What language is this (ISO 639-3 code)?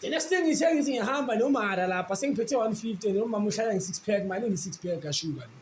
zul